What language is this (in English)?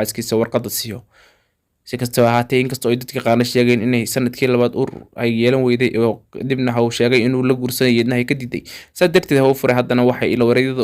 Somali